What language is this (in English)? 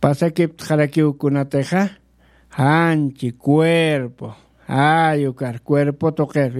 Aymara